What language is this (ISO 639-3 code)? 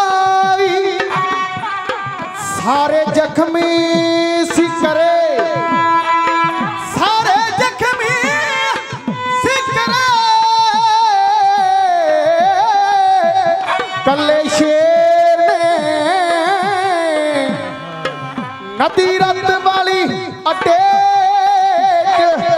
pan